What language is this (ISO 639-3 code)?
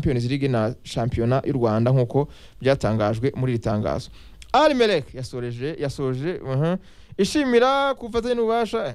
kin